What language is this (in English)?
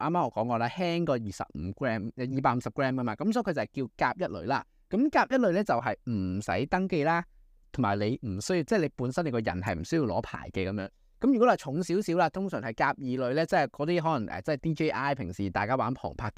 Cantonese